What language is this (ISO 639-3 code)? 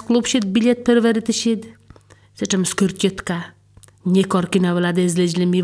pol